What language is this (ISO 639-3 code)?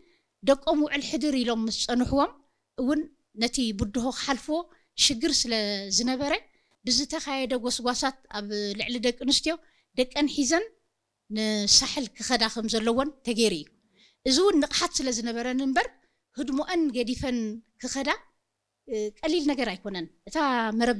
tir